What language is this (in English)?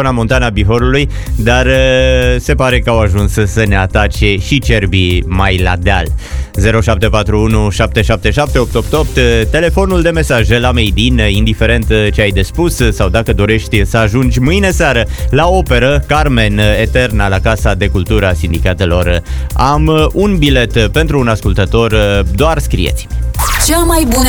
Romanian